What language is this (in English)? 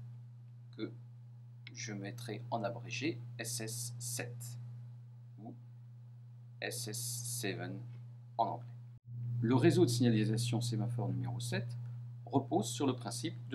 French